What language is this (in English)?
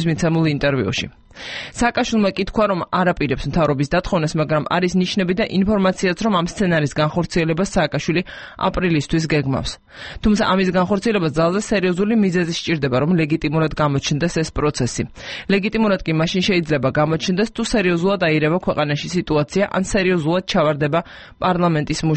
Georgian